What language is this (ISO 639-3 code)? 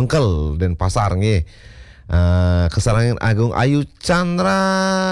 ban